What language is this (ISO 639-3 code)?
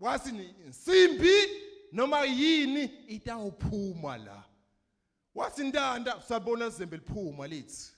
zul